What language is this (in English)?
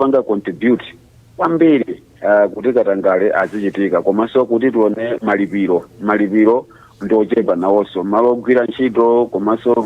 Nyanja